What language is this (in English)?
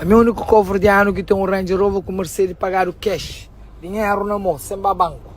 Kabuverdianu